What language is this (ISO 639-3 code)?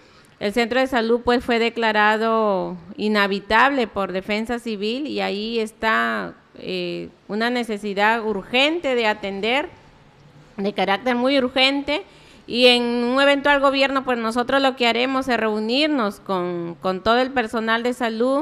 spa